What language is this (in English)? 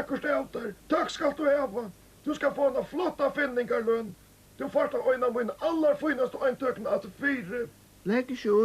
Faroese